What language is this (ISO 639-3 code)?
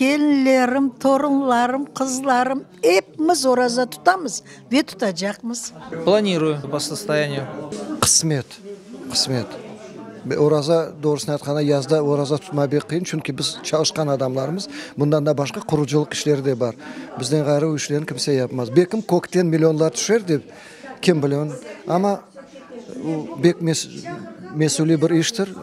crh